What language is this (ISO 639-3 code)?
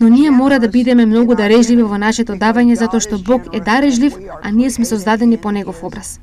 mkd